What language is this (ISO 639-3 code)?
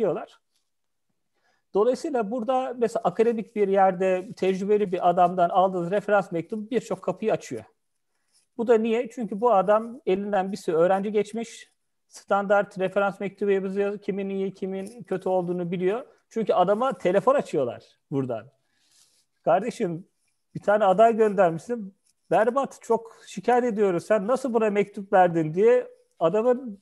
tur